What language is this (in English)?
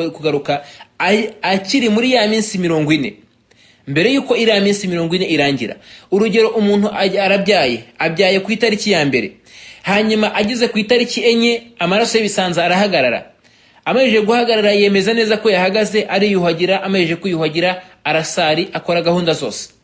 Kinyarwanda